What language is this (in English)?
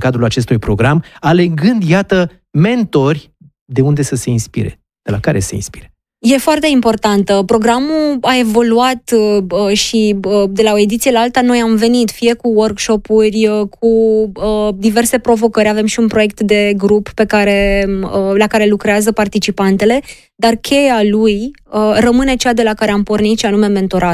Romanian